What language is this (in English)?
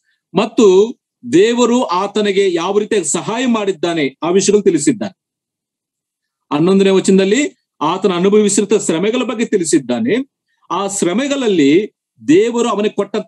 Kannada